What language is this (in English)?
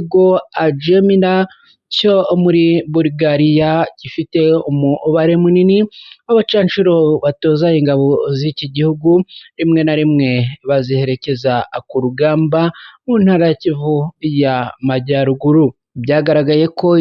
Kinyarwanda